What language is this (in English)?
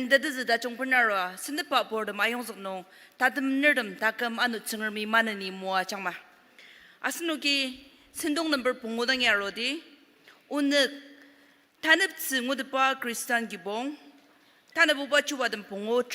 Ao Naga